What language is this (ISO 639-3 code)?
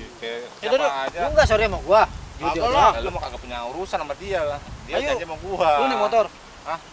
bew